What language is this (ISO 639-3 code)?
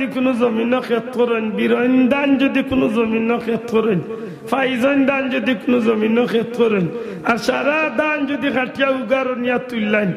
syl